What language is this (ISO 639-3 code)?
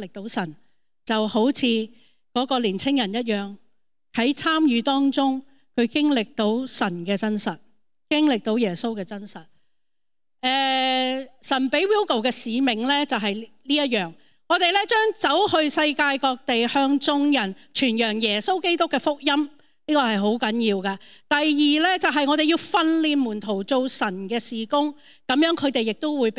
yue